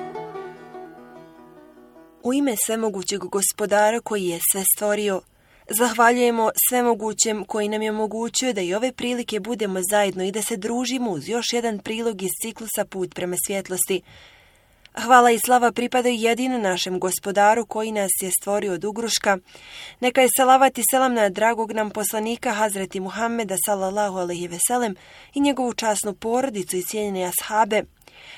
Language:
Bosnian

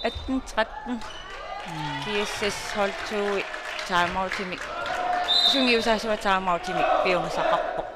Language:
Kalaallisut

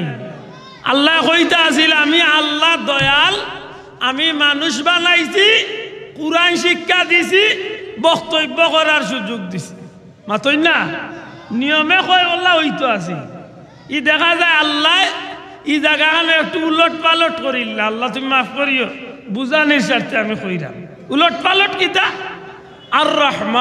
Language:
Sylheti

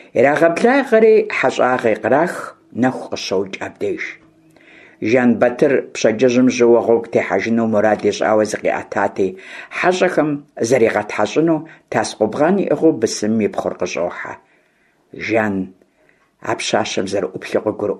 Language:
Kabardian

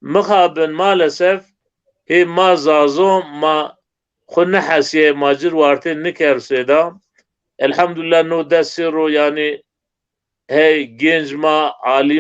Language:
Zaza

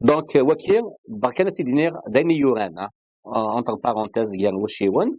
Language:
Kabyle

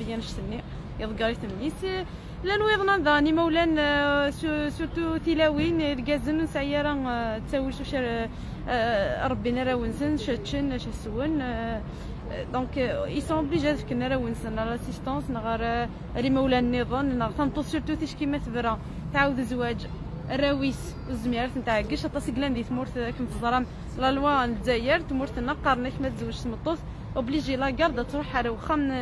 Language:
Kabyle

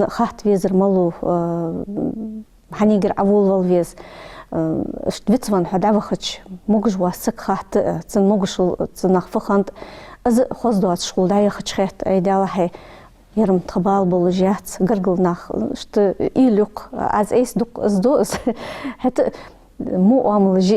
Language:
Ingush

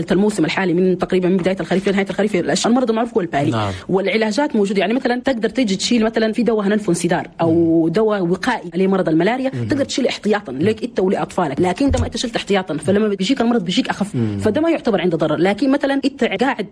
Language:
Chadian Arabic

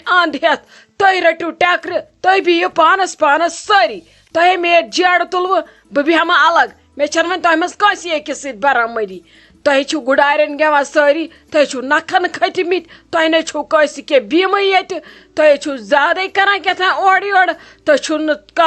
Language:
Kashmiri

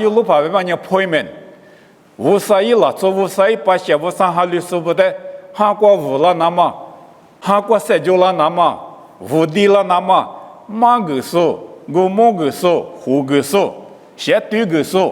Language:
Lisu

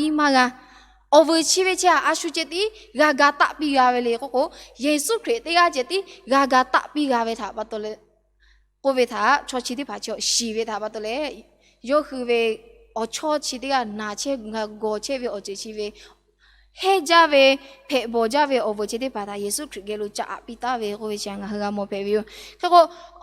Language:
Lahu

